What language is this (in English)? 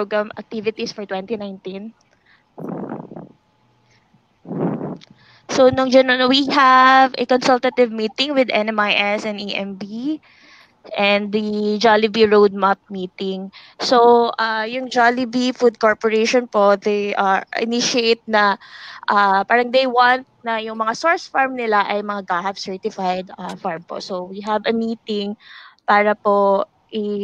Filipino